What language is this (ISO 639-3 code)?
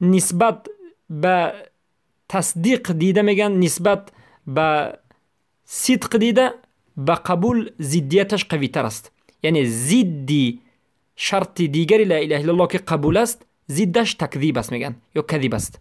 tgk